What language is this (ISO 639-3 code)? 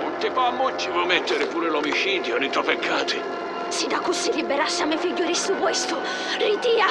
scn